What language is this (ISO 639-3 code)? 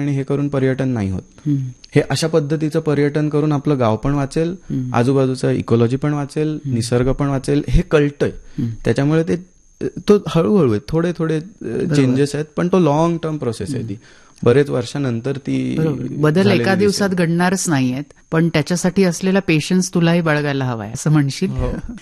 mar